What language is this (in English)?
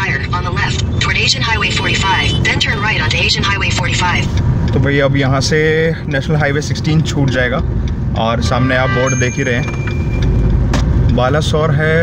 Hindi